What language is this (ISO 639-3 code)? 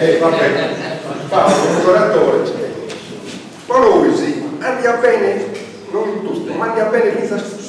srd